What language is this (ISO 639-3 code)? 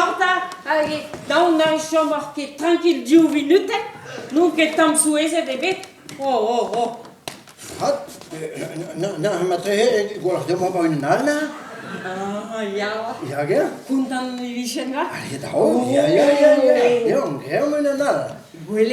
bre